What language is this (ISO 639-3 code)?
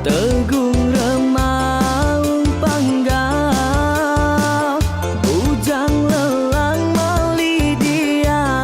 iba